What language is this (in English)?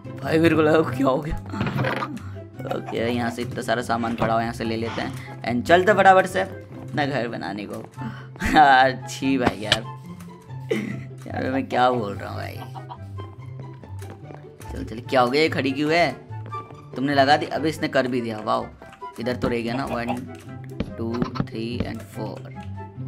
Hindi